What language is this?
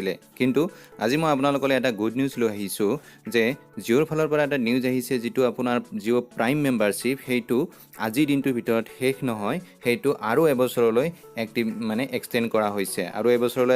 Assamese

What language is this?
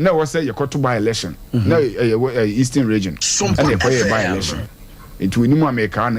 Akan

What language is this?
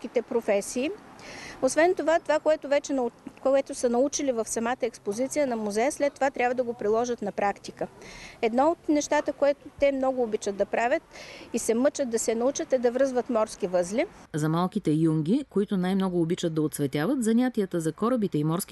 Bulgarian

